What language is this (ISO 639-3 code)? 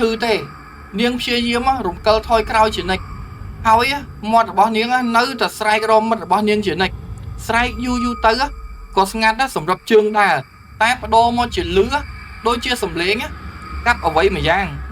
khm